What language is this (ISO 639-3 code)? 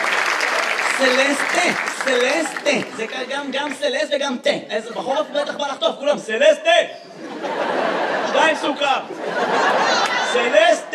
heb